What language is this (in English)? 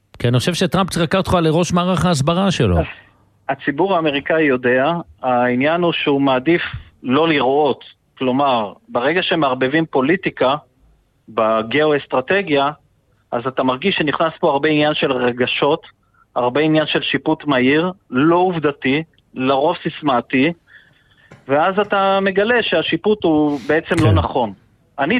Hebrew